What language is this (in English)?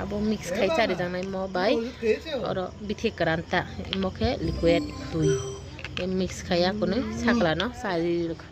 Kok Borok